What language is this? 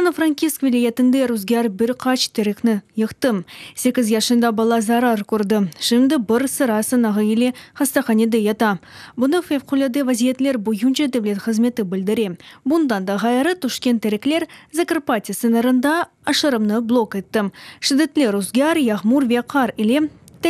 Crimean Tatar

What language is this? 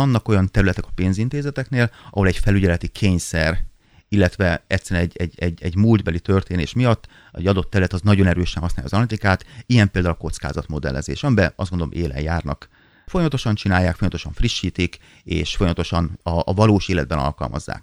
Hungarian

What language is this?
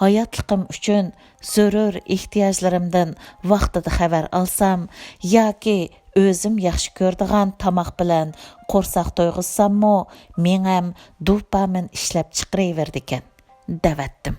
Uyghur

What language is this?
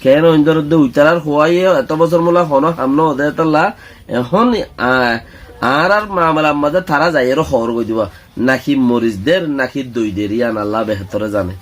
Rohingya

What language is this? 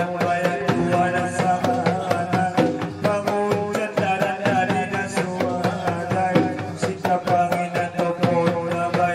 Batak Angkola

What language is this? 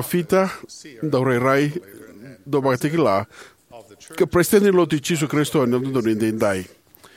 Fijian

